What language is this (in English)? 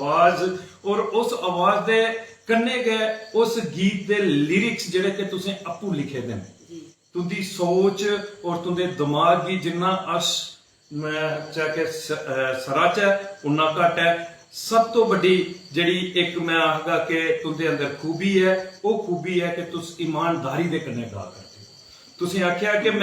Dogri